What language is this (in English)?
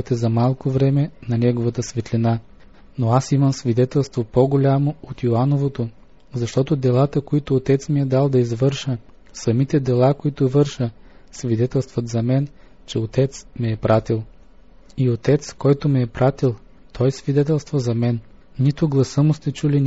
Bulgarian